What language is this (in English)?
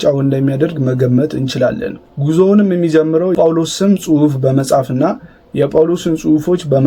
Amharic